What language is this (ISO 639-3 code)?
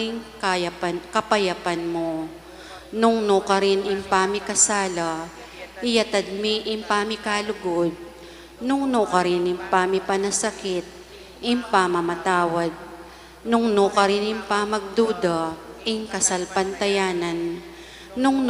pam